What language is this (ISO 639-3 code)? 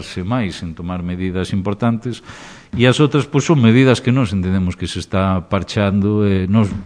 glg